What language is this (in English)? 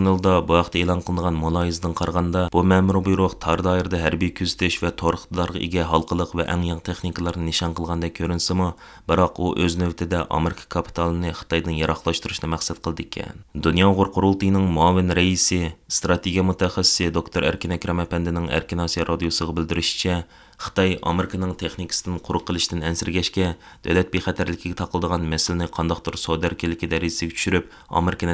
Uyghur